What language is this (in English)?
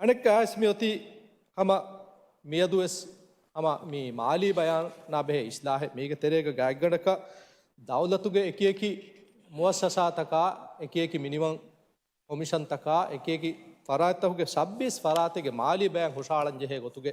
Divehi